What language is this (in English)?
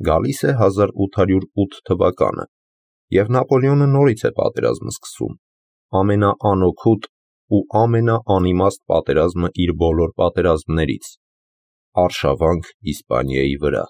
Armenian